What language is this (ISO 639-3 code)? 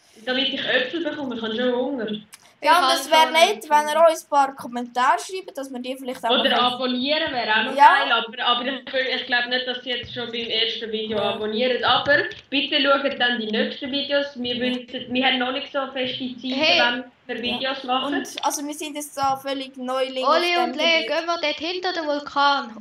gsw